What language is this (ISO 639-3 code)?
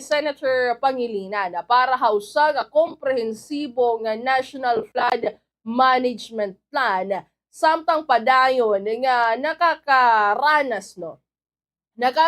war